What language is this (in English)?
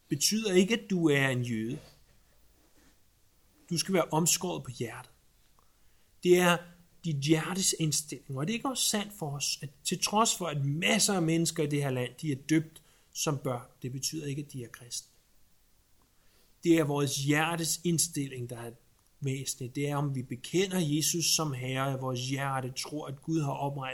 Danish